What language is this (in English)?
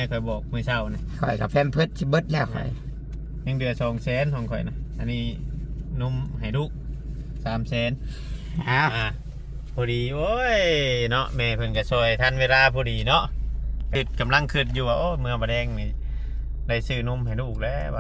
Northeastern Thai